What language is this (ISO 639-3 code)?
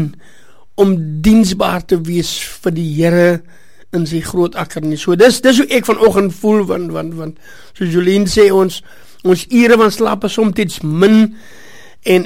afr